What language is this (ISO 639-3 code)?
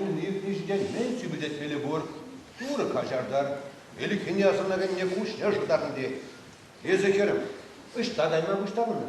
chv